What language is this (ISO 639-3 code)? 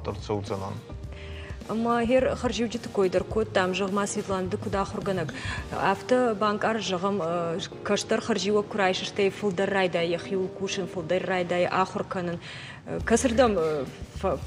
oss